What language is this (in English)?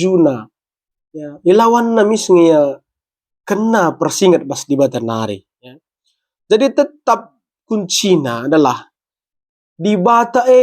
Batak Karo